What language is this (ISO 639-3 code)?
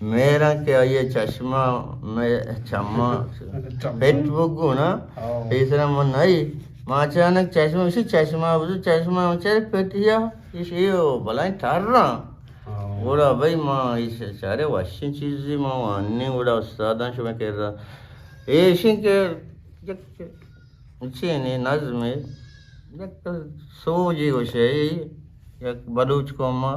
bgp